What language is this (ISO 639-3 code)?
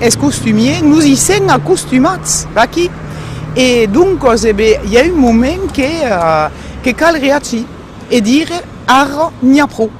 oci